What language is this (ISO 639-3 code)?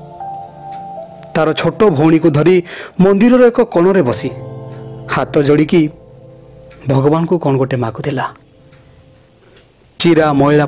ori